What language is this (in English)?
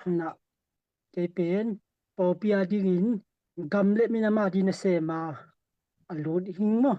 Tedim Chin